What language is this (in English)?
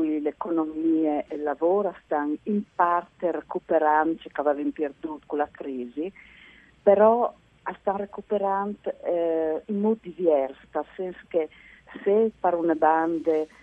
Friulian